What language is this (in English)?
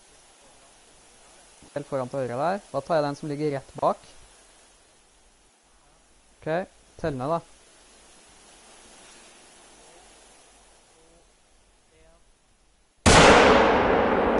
Norwegian